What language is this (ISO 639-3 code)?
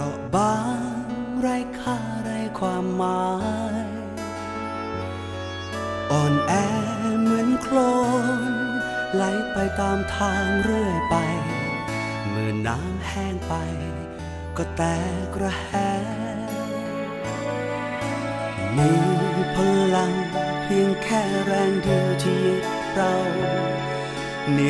tha